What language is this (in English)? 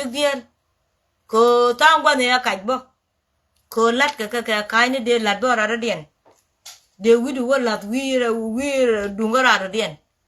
Nuer